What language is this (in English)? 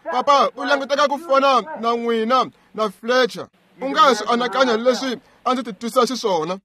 Tsonga